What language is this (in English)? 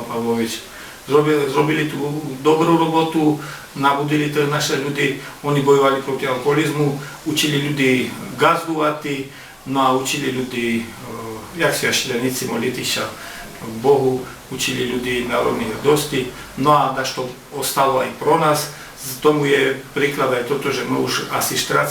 Rusyn